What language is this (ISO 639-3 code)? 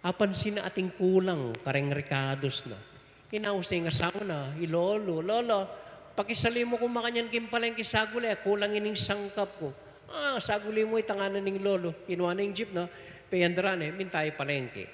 pam